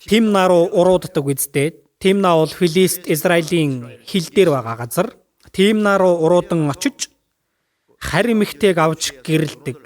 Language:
Mongolian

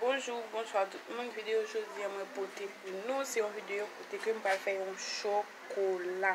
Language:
Haitian Creole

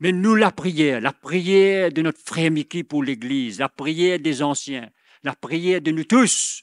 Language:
Morisyen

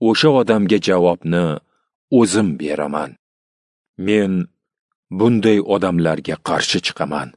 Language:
Uzbek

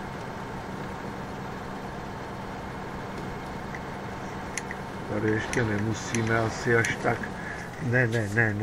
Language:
Czech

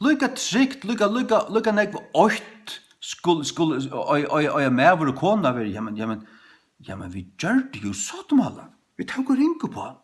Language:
Faroese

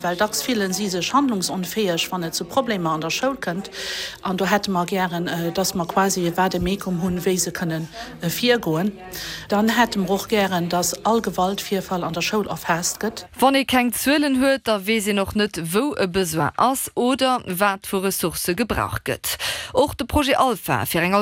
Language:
Luxembourgish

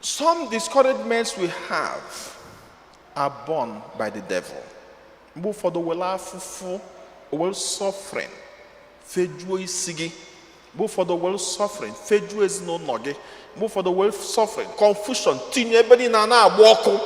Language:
Igbo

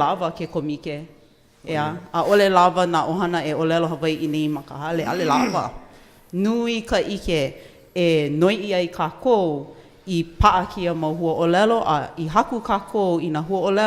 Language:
Hawaiian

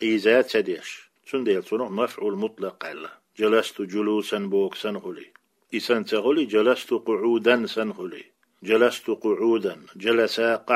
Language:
Chechen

